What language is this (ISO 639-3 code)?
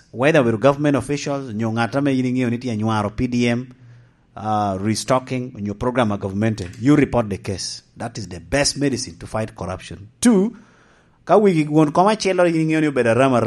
laj